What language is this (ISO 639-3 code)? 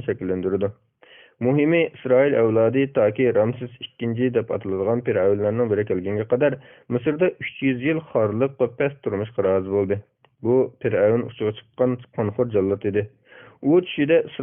uig